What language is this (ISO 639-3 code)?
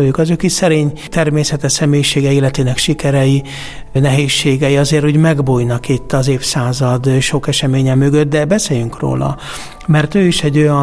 hun